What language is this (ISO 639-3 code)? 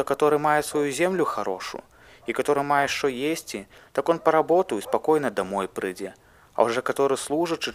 bel